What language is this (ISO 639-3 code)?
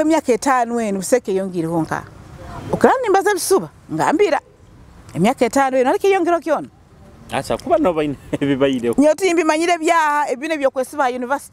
nyo